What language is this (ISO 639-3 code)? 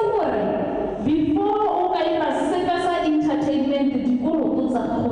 tsn